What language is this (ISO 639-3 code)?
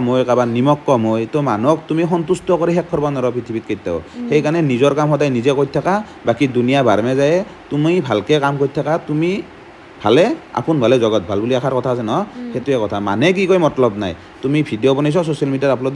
asm